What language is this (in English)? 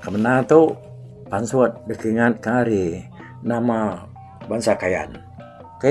Iban